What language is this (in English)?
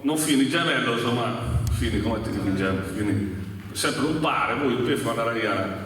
Sardinian